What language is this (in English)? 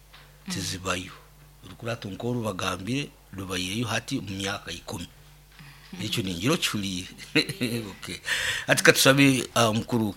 Nyoro